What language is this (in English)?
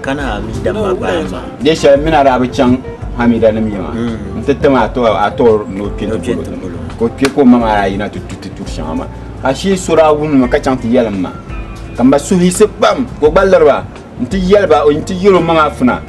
Dagbani